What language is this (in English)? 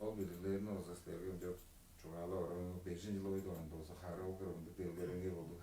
Tuvinian